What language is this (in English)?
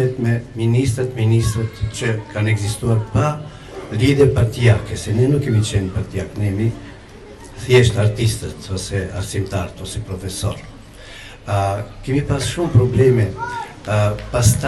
Albanian